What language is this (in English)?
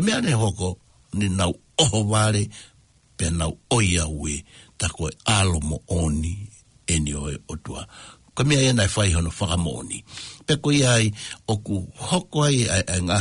Tongan